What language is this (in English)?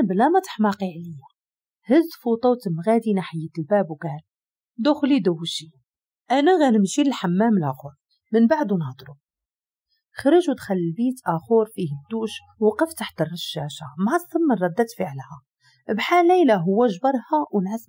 Moroccan Arabic